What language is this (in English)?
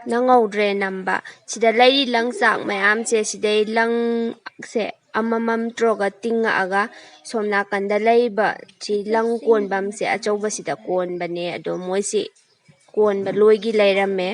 Manipuri